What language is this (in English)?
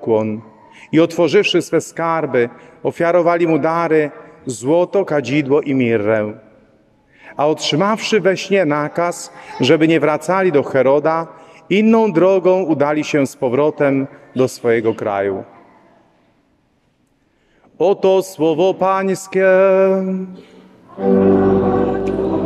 Polish